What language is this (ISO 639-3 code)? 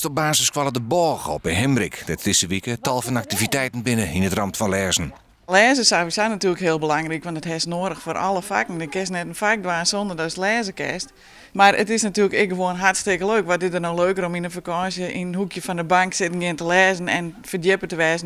fry